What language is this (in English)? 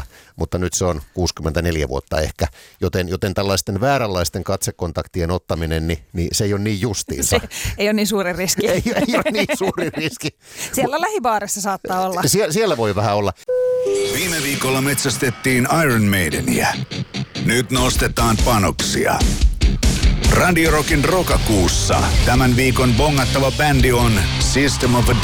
Finnish